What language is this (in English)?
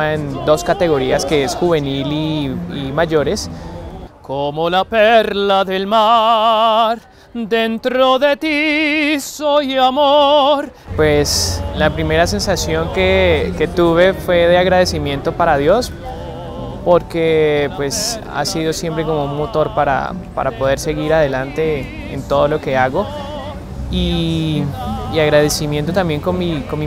Spanish